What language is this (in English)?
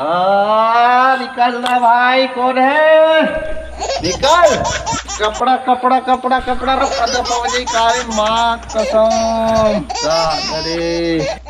Chhattisgarhi